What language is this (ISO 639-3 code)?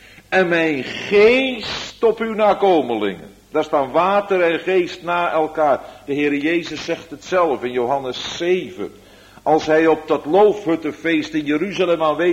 nld